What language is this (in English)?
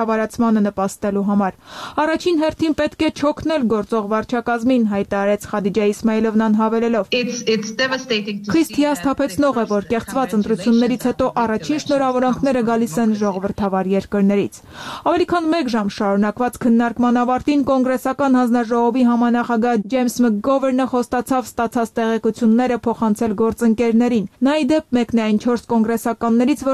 Armenian